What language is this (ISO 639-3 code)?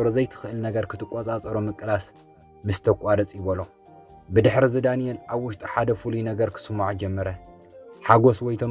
tir